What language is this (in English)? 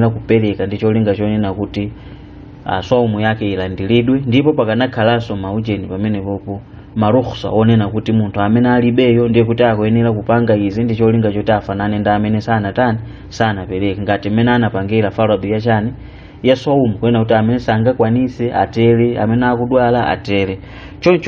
Nyanja